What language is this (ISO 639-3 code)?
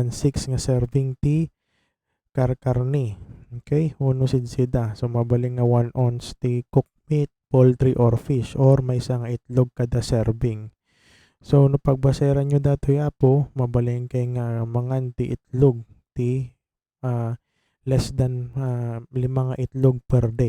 ilo